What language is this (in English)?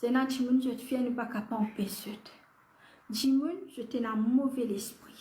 Morisyen